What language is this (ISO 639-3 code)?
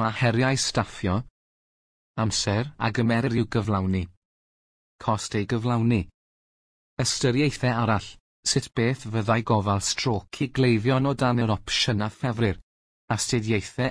cym